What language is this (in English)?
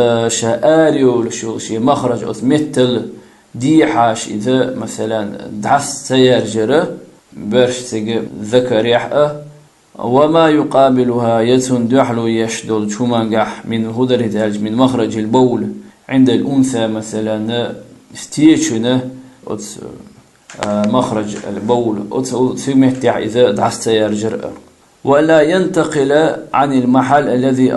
Chechen